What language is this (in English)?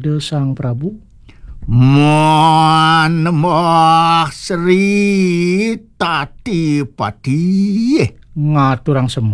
Balinese